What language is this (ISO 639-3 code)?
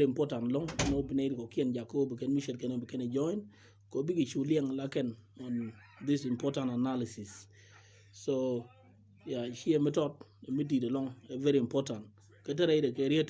nus